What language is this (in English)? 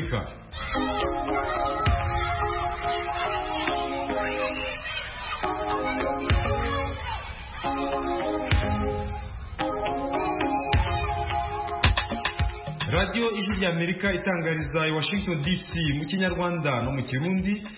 Kinyarwanda